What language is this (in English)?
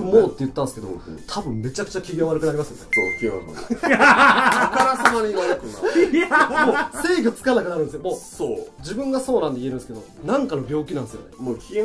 Japanese